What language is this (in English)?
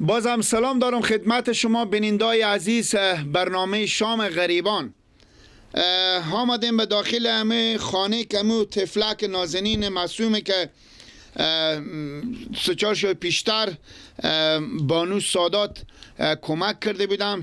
Persian